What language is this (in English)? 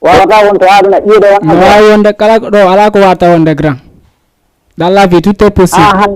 Fula